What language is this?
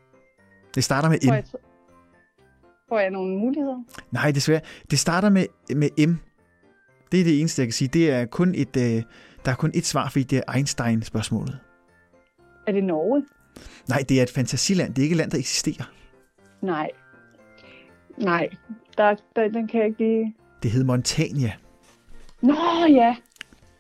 Danish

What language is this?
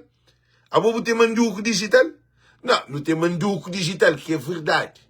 Kabuverdianu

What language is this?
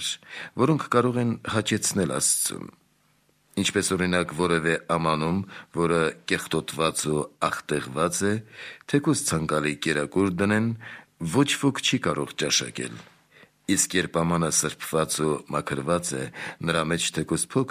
Armenian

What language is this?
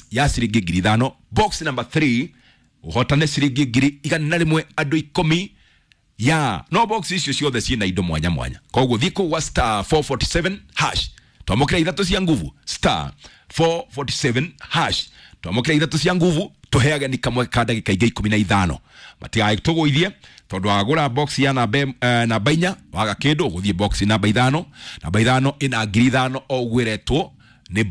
Kikuyu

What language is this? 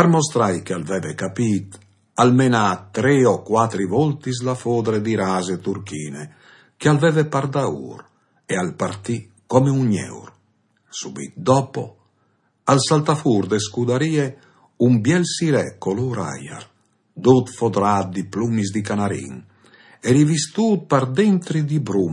Friulian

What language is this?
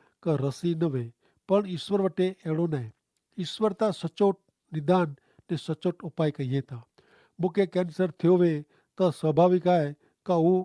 Kachhi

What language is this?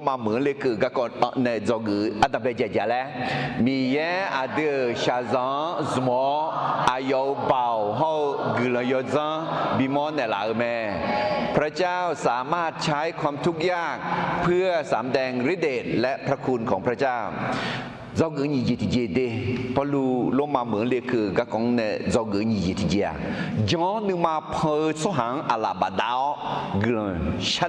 Akha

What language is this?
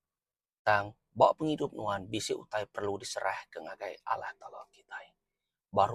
Iban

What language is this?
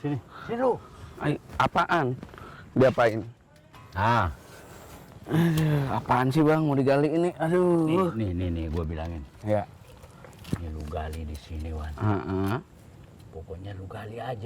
Betawi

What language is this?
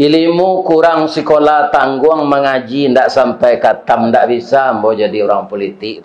Minangkabau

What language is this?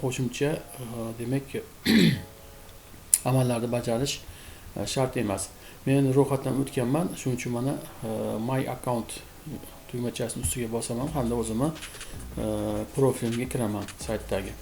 Uzbek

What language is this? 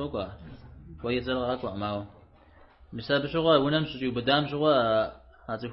Kabardian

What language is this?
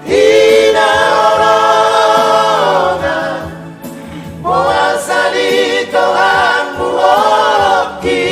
Batak Toba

